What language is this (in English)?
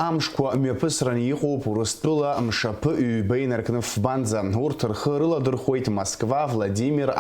Abkhazian